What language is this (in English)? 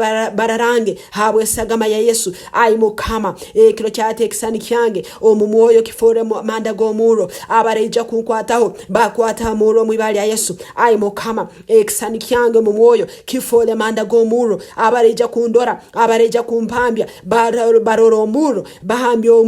Nyankole